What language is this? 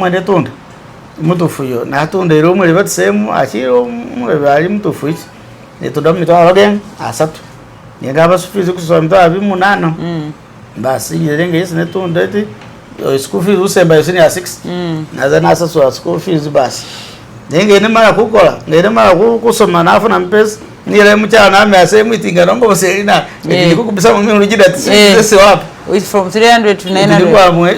Masaaba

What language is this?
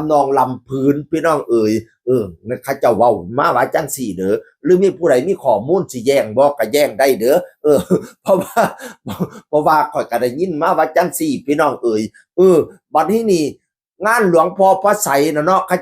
Northeastern Thai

